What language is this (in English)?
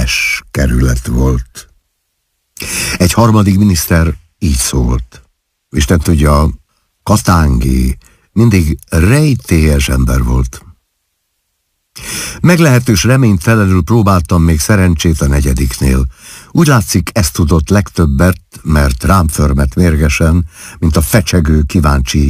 Hungarian